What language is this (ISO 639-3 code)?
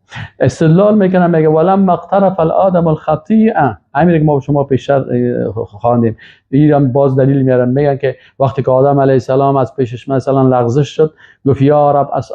fas